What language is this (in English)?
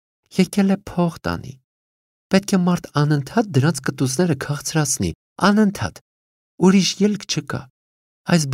Armenian